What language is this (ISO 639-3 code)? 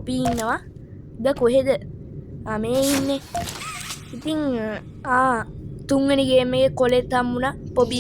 sin